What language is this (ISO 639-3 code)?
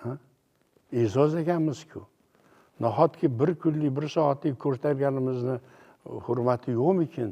uzb